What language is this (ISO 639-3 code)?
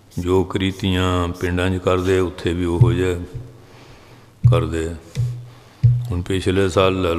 pan